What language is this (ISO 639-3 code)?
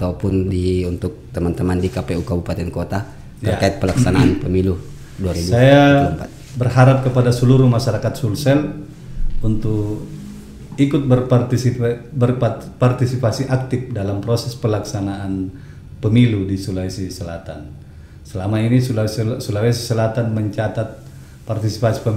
ind